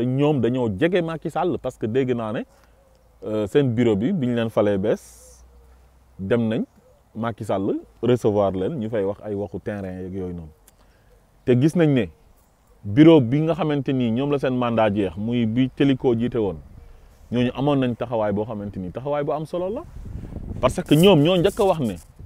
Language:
Wolof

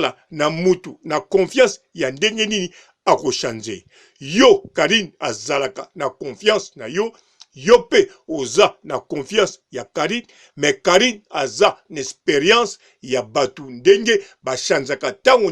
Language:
Lingala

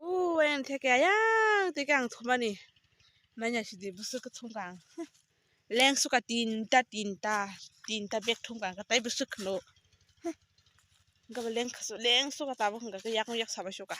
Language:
Kok Borok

